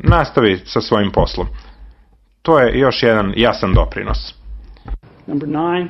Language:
Serbian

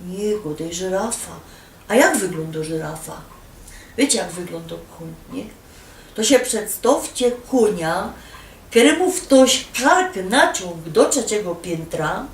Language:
Silesian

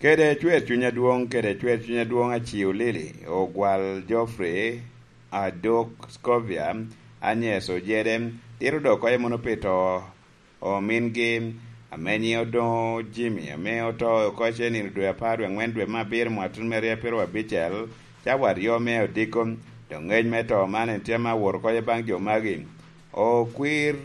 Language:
Lango (Uganda)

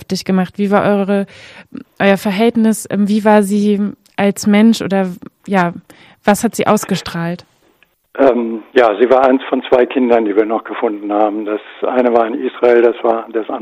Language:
German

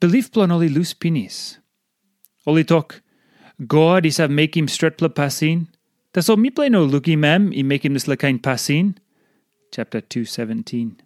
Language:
Tok Pisin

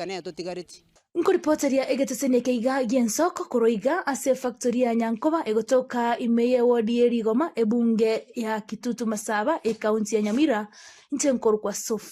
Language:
Gusii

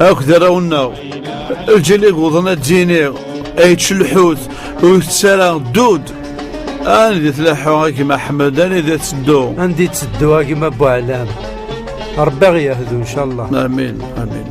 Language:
Kabyle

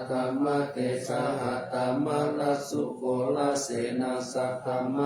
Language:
Pali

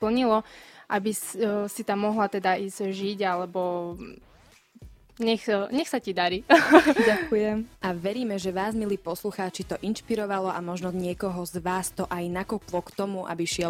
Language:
Slovak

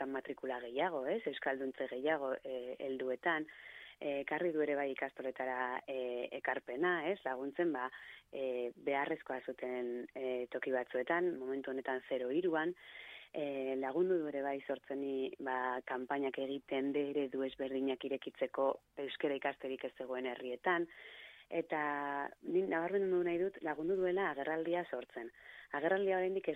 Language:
Basque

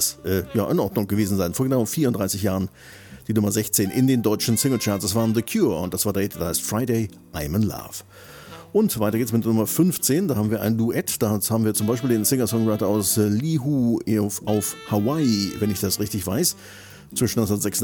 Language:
German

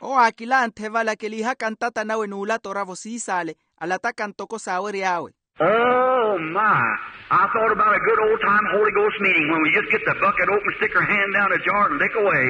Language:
Makhuwa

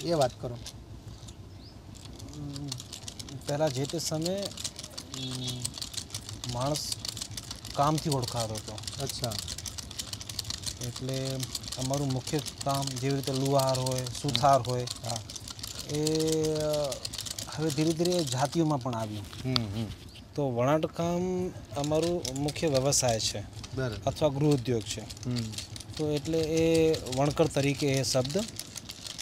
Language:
Gujarati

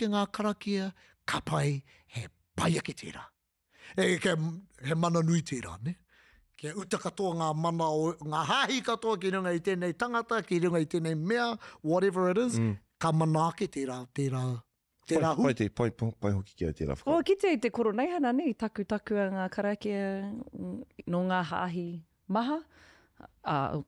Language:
Māori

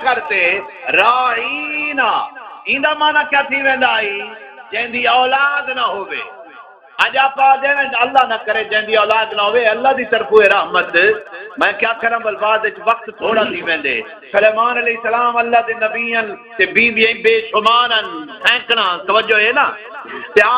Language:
Saraiki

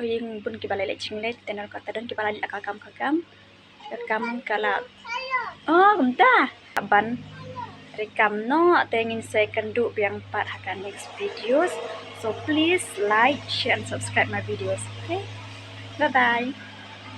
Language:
Khasi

